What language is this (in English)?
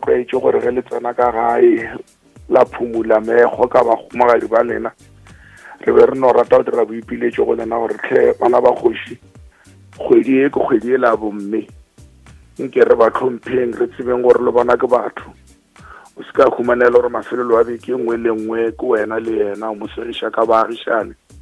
Northern Sotho